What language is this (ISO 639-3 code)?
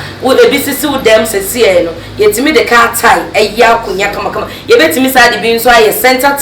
aka